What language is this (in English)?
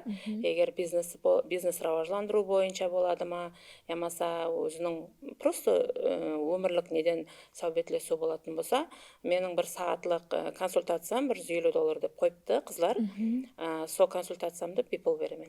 Kara-Kalpak